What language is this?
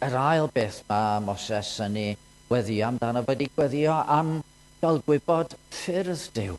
Welsh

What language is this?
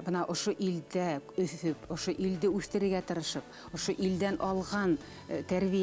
Bashkir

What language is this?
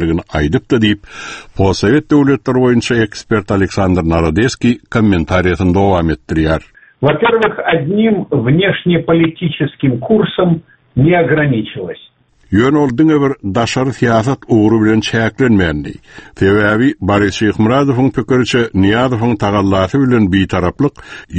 Turkmen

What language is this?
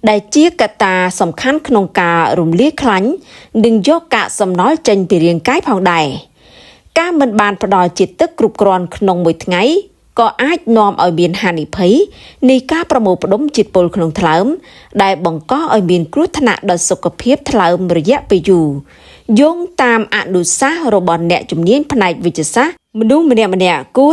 Khmer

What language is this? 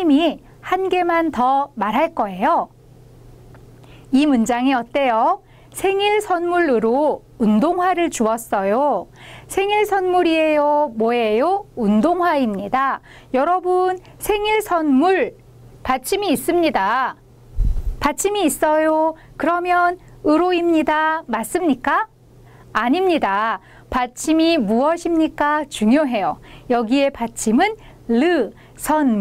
Korean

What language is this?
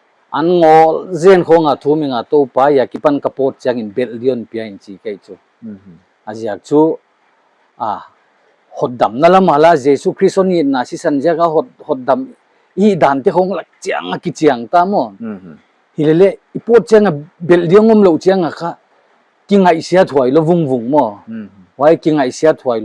Paite Chin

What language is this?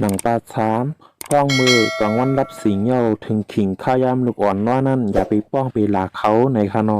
Shan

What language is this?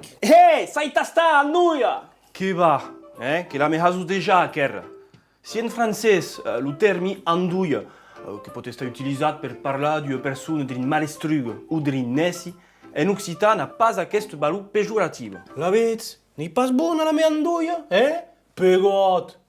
Occitan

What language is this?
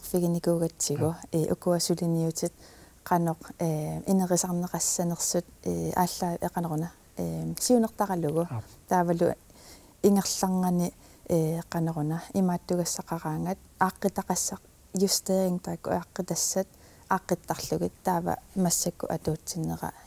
Kalaallisut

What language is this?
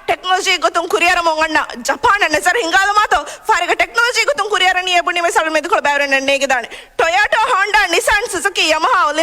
Divehi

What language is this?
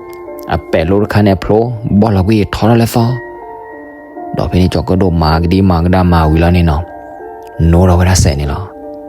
S'gaw Karen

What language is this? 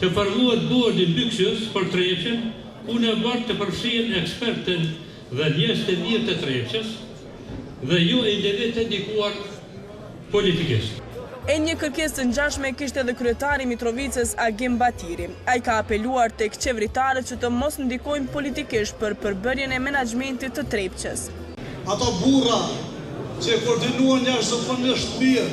Albanian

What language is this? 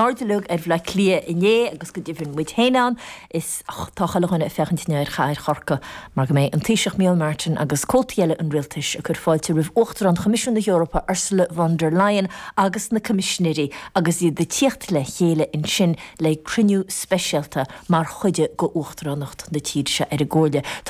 Irish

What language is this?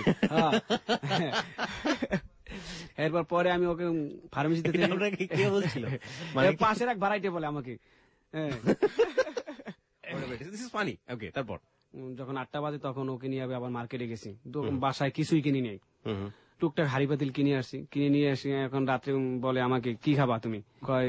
Bangla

